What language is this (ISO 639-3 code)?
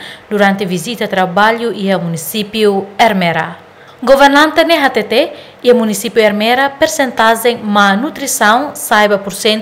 tet